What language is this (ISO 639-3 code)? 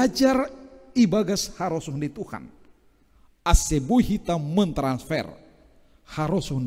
bts